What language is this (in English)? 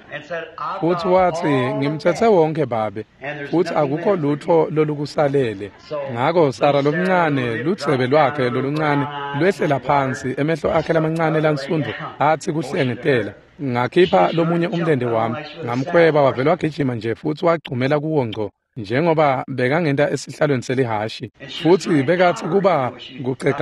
Swati